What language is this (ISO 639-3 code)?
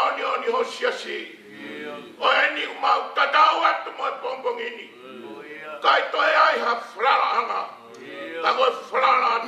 ton